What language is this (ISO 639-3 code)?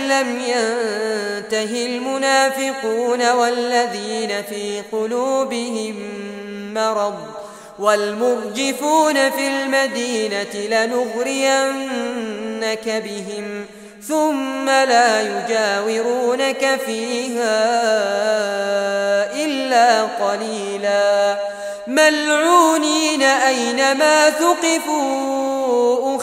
ara